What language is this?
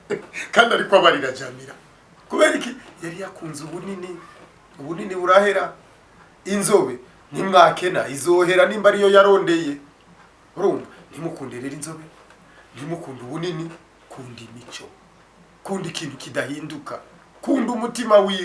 Rundi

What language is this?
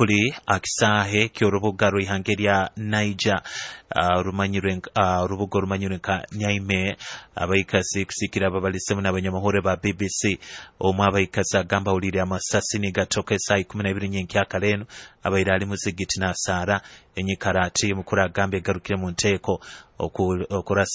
Nyoro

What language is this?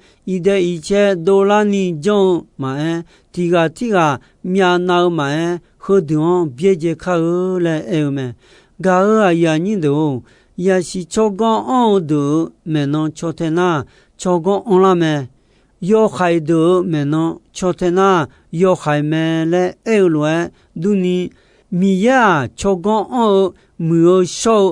Akha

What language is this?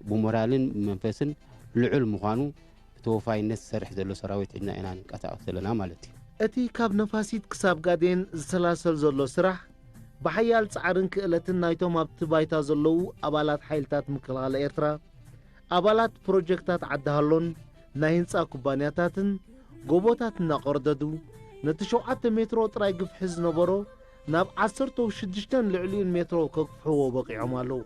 Tigrinya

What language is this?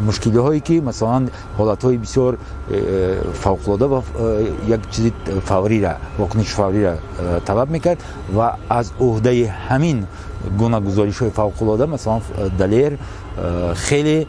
Tajik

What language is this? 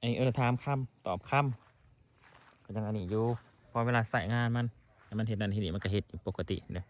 Northeastern Thai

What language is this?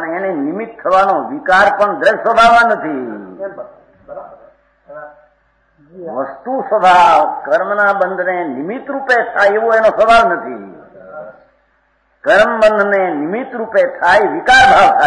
Gujarati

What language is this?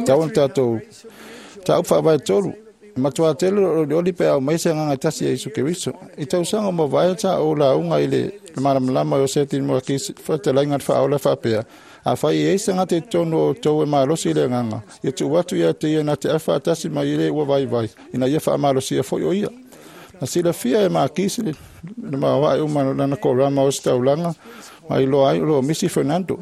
Samoan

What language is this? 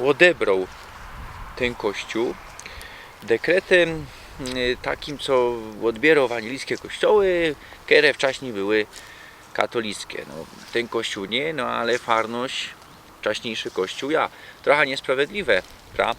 Silesian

